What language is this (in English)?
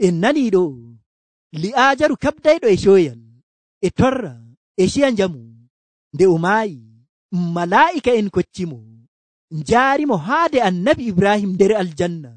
Nigerian Fulfulde